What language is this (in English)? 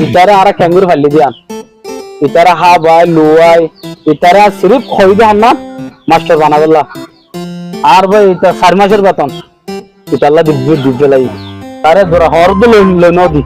Rohingya